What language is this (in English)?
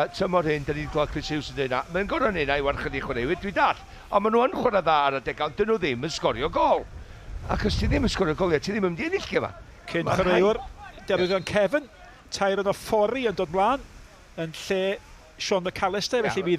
Welsh